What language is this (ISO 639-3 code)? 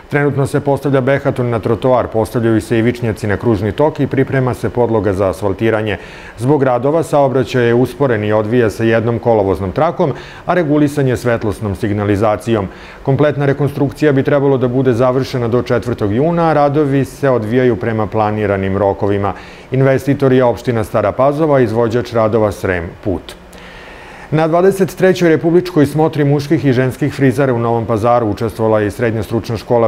srp